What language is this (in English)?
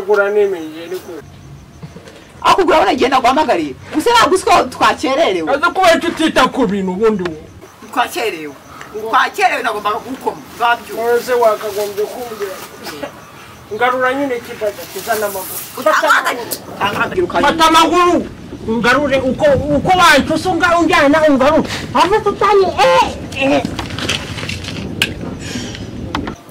Kinyarwanda